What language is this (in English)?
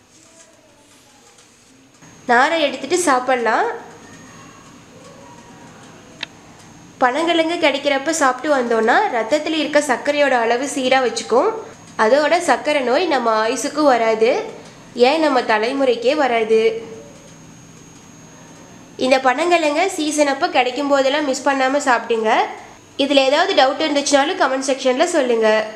Tamil